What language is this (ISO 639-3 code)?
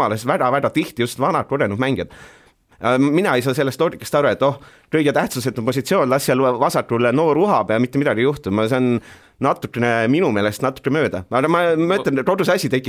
est